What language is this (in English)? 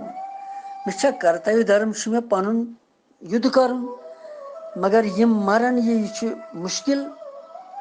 Kashmiri